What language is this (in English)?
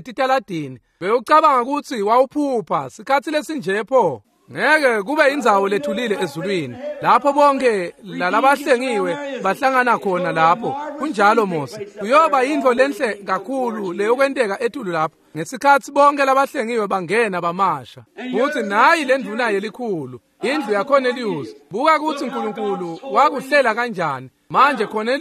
Swati